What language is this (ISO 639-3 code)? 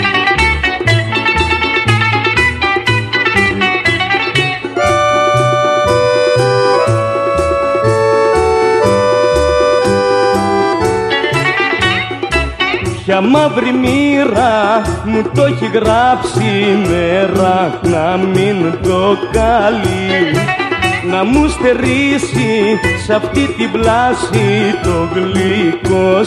ell